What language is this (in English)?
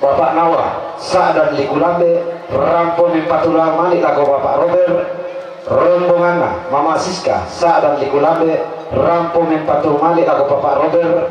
Toraja-Sa'dan